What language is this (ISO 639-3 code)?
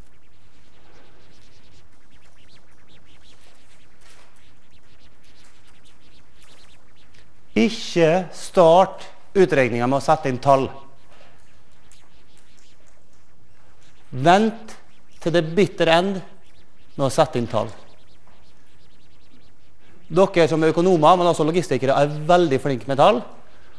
nor